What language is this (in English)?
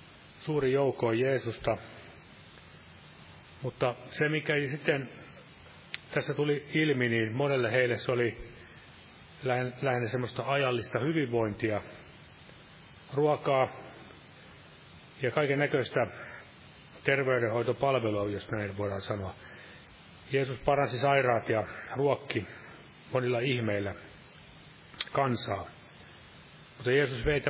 Finnish